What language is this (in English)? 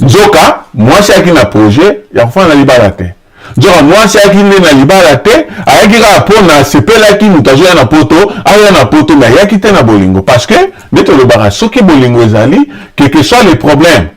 Lingala